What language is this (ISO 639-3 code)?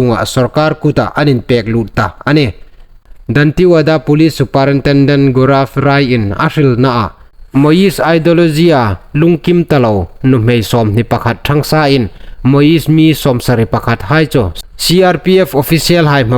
hmr